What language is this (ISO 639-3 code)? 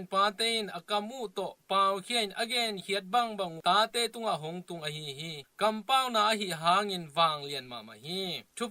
ctd